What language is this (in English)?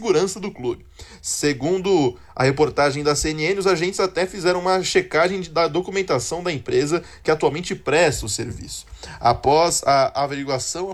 Portuguese